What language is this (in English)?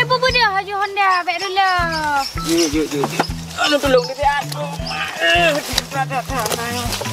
Achinese